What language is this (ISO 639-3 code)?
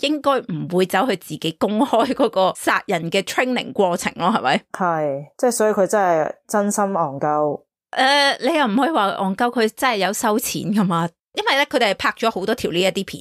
yue